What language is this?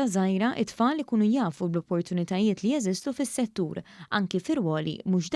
Maltese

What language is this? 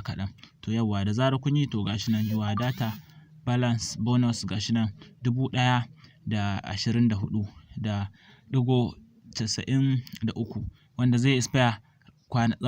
Hausa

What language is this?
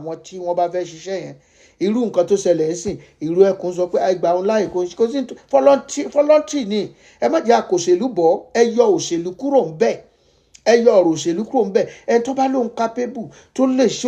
Yoruba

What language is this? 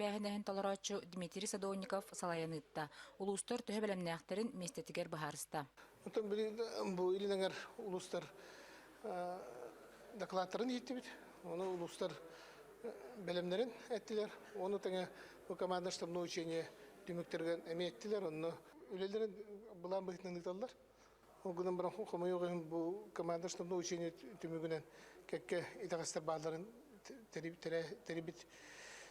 Yakut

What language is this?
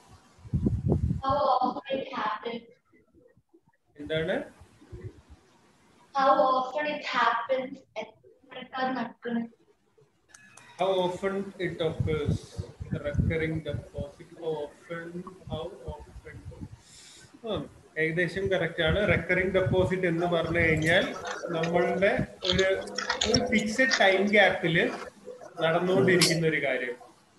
Malayalam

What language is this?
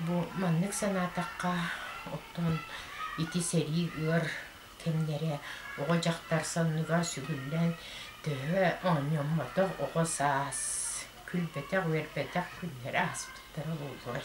Yakut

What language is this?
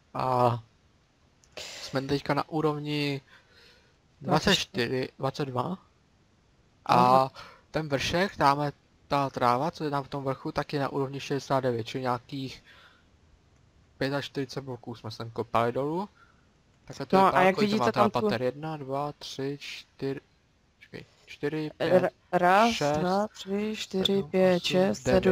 Czech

